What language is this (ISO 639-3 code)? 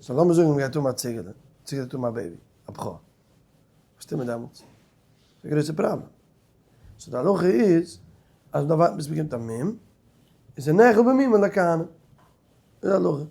yid